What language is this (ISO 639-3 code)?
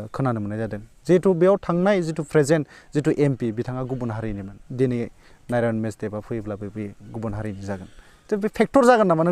brx